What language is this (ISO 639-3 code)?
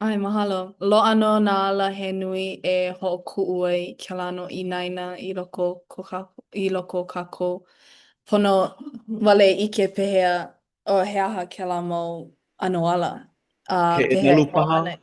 haw